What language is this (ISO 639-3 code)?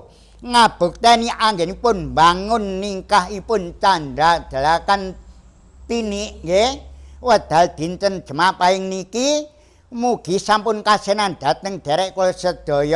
jav